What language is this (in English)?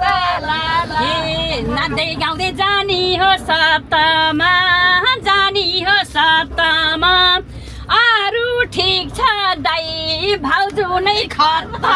Nepali